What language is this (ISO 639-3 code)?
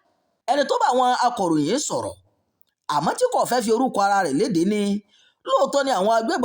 yor